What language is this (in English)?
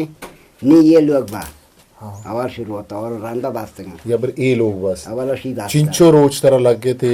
Eastern Balochi